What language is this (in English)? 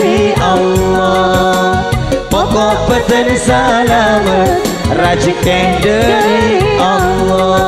Madurese